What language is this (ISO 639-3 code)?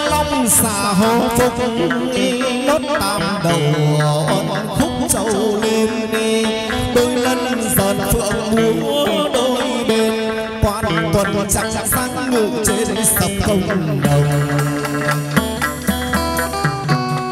vie